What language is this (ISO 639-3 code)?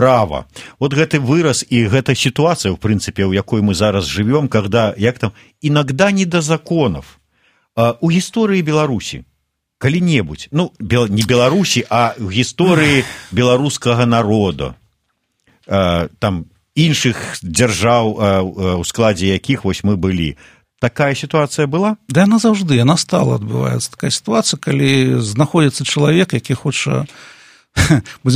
bel